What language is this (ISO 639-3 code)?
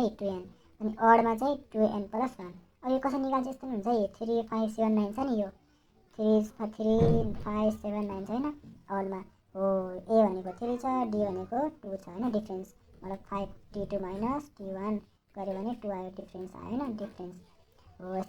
nep